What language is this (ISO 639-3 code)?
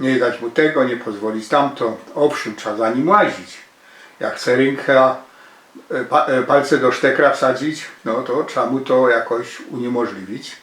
szl